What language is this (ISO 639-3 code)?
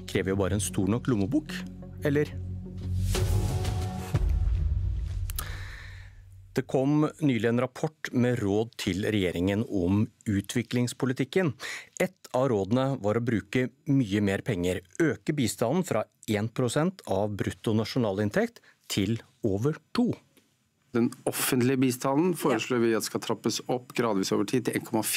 nor